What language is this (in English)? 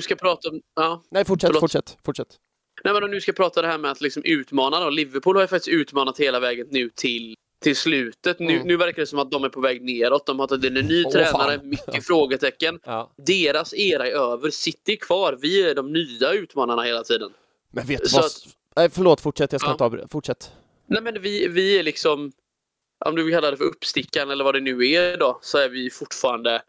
Swedish